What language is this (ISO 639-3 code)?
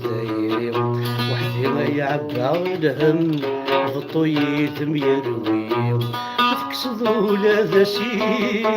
kab